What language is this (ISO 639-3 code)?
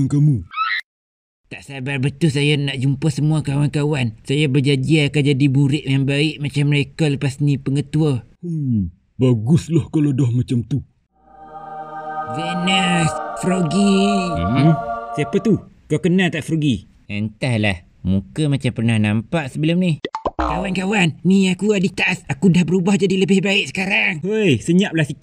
msa